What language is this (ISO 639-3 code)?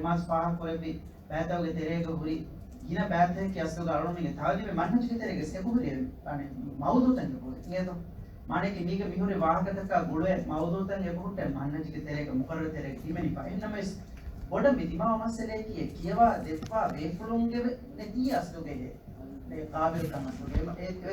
div